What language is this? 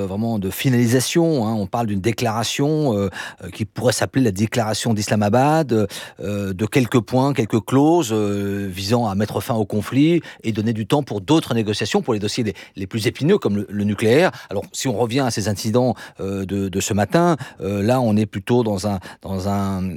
French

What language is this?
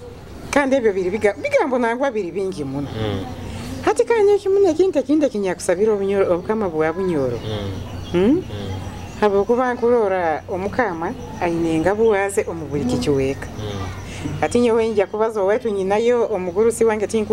Nyoro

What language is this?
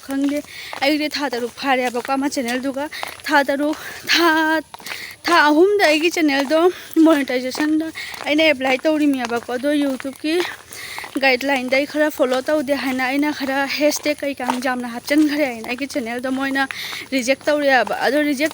Manipuri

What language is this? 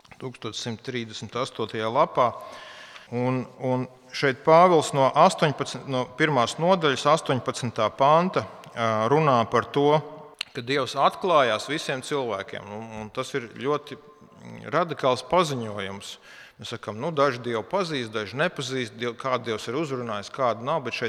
Latvian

